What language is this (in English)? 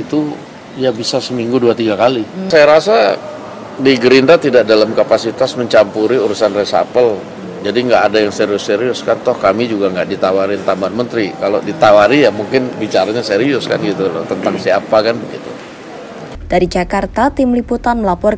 Indonesian